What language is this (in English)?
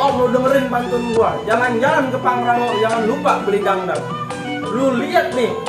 Betawi